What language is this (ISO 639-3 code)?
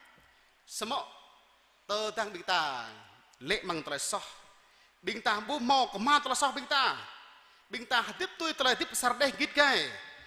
jra